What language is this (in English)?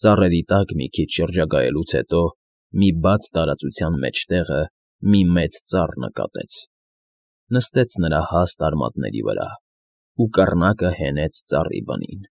Armenian